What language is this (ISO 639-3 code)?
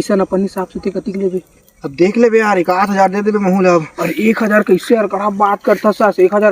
hne